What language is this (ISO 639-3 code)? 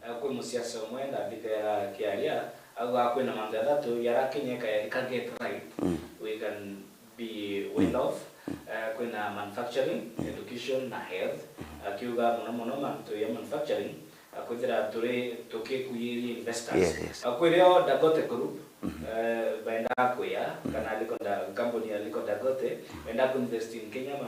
mer